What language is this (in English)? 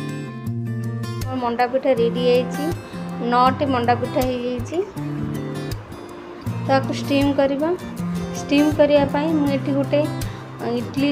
Odia